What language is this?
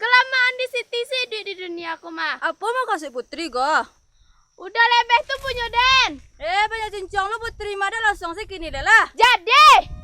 Minangkabau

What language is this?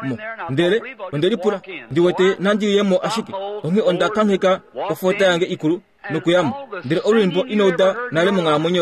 Kuanyama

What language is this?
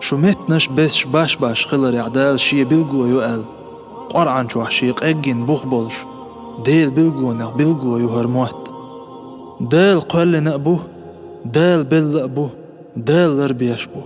Chechen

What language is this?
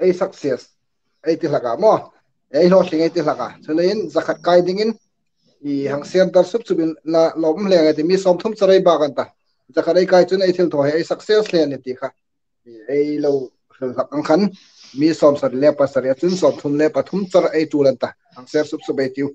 Hmar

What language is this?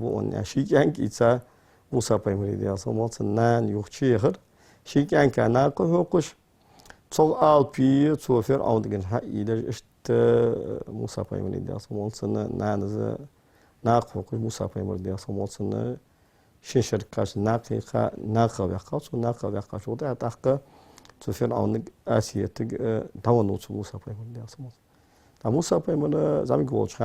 Ingush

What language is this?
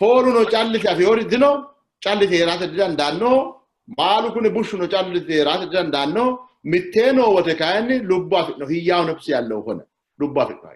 Sidamo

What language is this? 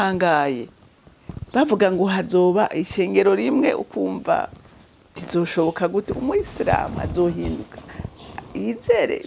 Rundi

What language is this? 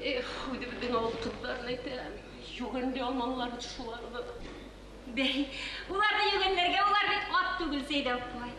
Bashkir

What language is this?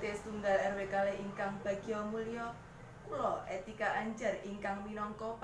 Javanese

